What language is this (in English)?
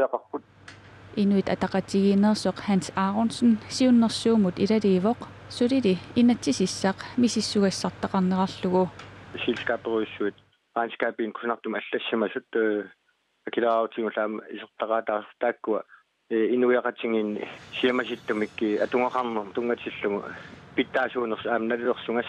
Kalaallisut